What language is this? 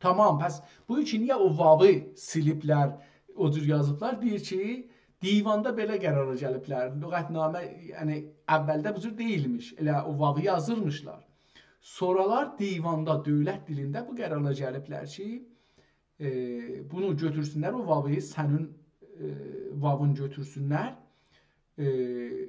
South Azerbaijani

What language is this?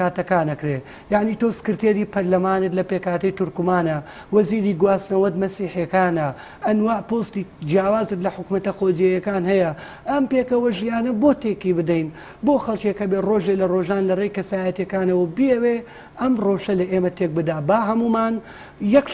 Central Kurdish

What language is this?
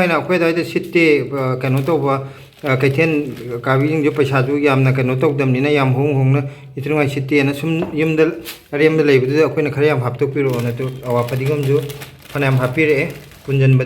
Manipuri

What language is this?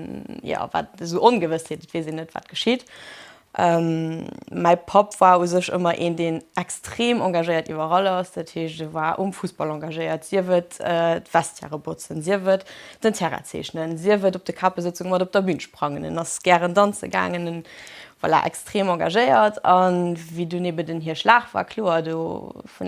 Luxembourgish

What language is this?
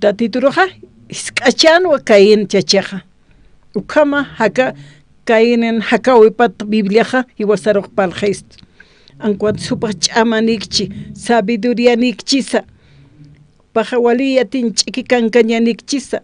Aymara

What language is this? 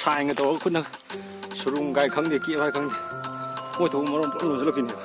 Manipuri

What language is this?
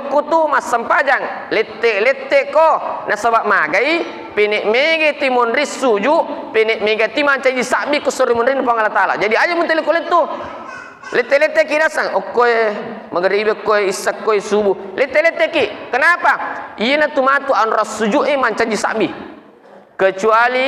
Buginese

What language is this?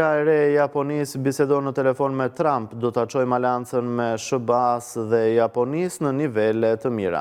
Albanian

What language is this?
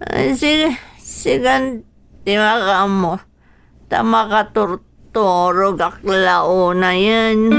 Iloko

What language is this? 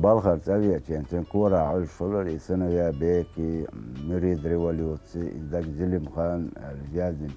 Chechen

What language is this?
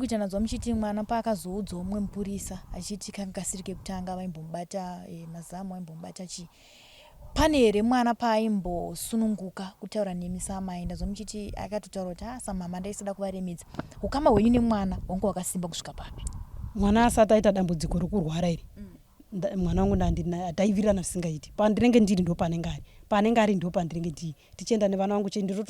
Shona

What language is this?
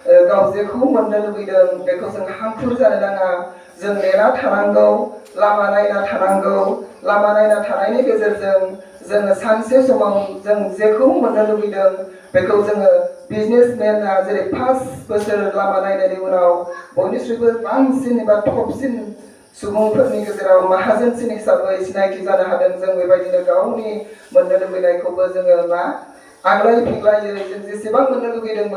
Bodo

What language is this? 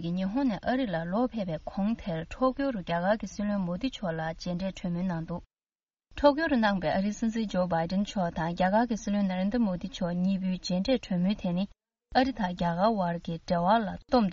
Tibetan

